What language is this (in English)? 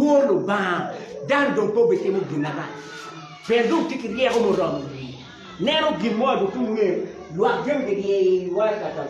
Acoli